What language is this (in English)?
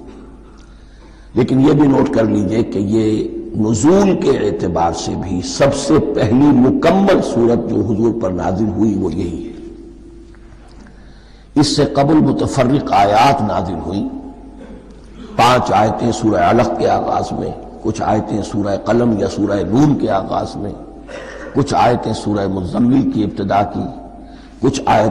Urdu